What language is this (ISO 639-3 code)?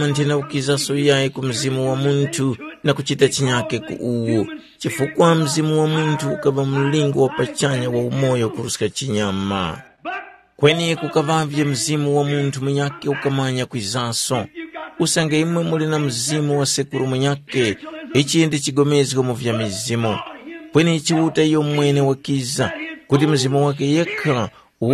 tum